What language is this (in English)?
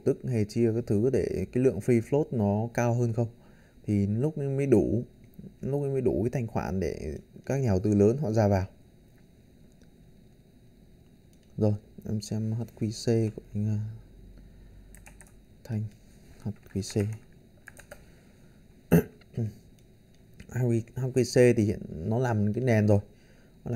Vietnamese